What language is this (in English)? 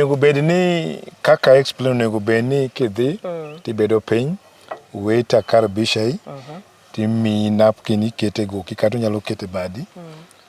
Luo (Kenya and Tanzania)